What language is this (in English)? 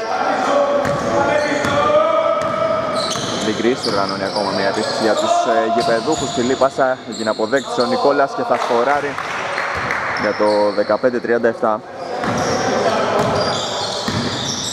Greek